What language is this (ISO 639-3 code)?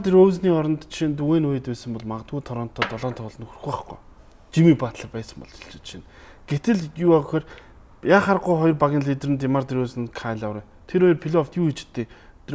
mon